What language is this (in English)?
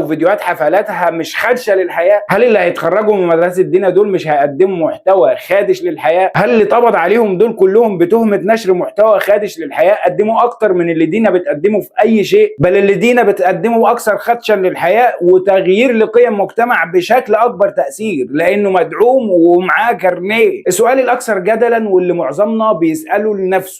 Egyptian Arabic